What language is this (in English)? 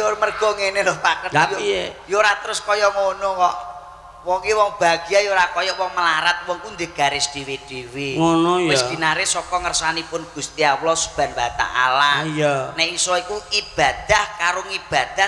Javanese